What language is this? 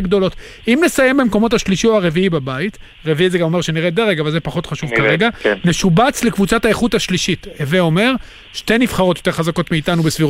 Hebrew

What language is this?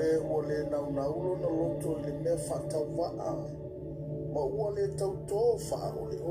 Samoan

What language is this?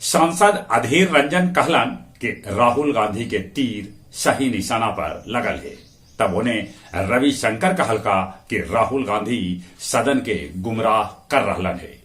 Magahi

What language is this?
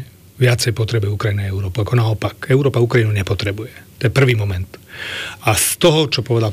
Slovak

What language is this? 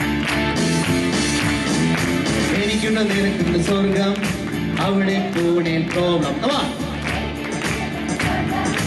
Malayalam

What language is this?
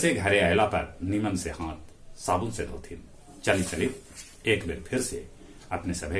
Magahi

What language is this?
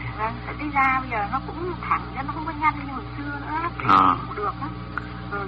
Vietnamese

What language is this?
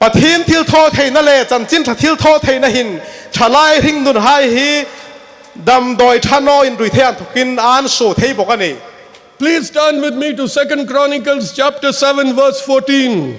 Hmar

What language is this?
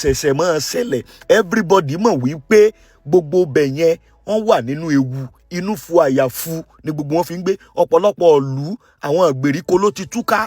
Yoruba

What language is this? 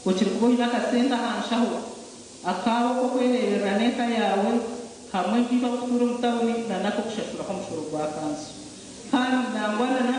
Nyankole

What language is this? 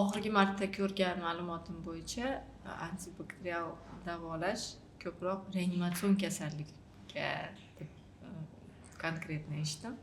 Uzbek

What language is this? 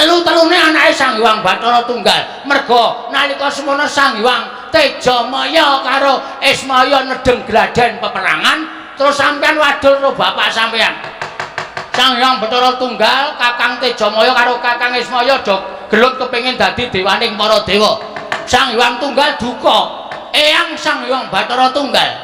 Javanese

